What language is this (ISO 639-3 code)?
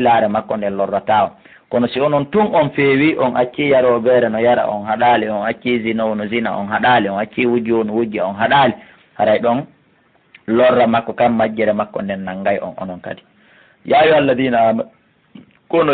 ful